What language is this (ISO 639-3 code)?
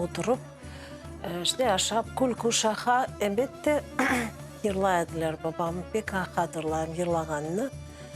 crh